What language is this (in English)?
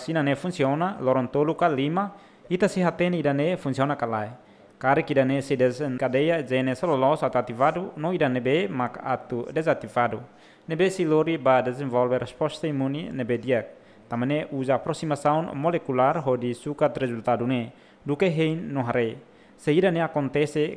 Tetum